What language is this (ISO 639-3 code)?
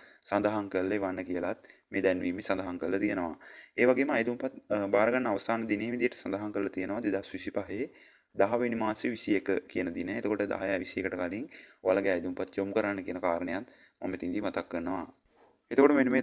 sin